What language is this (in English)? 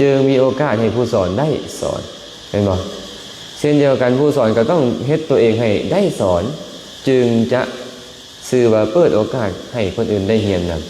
Lao